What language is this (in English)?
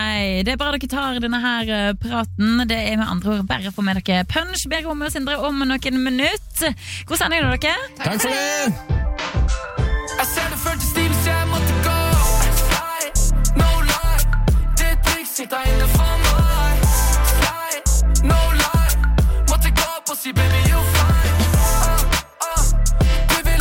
Norwegian